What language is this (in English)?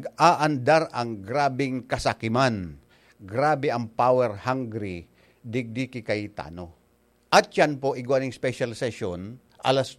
Bikol